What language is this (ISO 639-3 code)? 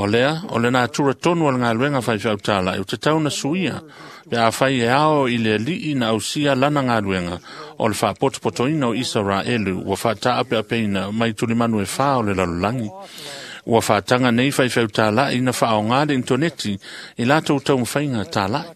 smo